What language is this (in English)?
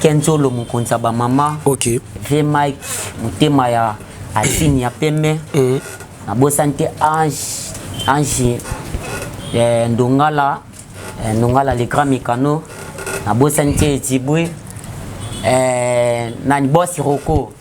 Lingala